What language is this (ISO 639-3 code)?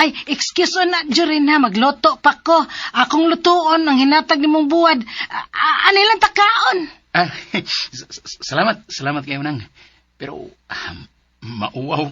ceb